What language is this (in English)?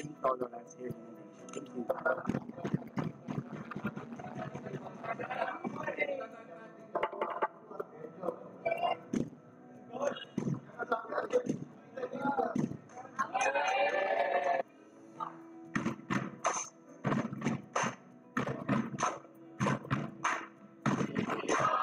English